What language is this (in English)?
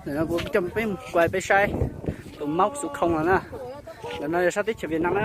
Hmong